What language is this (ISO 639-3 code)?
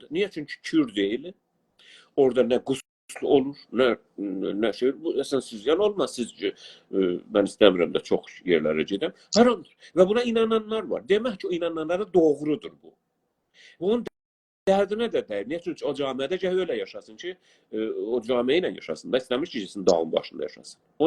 azb